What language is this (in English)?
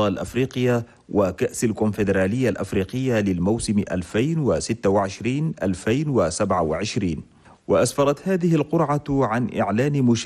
Chadian Arabic